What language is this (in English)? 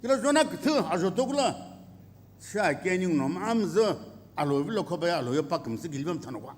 Sumi Naga